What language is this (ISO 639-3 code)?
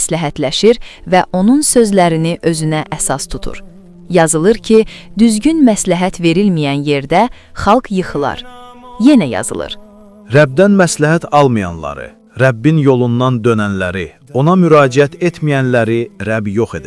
aze